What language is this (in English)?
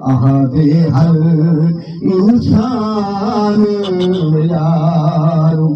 Saraiki